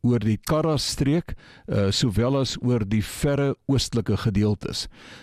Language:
Afrikaans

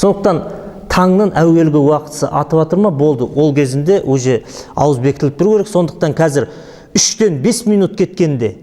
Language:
Kazakh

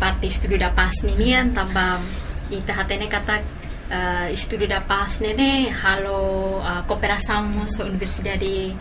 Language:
Tetum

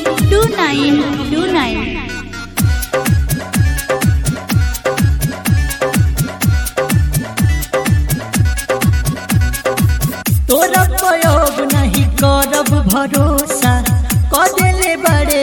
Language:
Bhojpuri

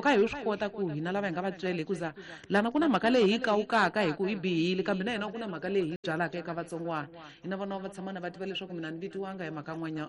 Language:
Tsonga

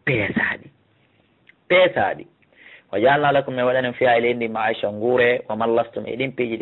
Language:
Fula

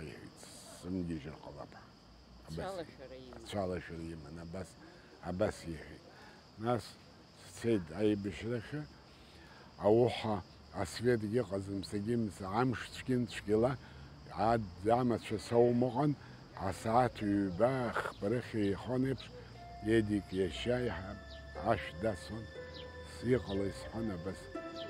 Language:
Abkhazian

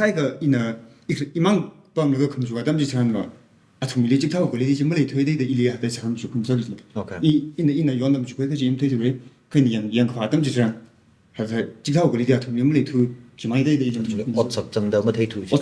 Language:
Tangkhul Naga (India)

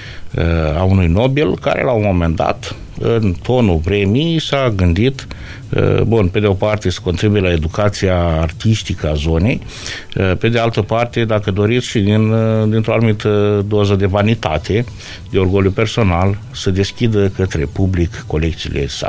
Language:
Romanian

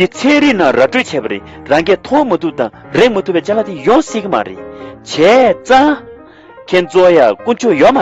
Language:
Tibetan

